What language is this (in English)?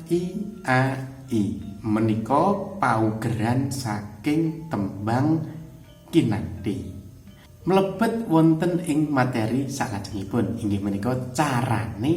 Javanese